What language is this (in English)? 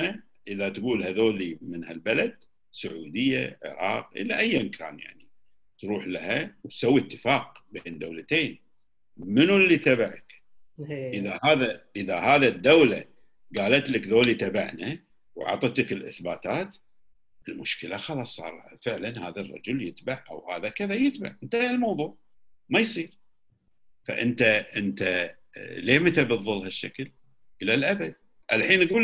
Gulf Arabic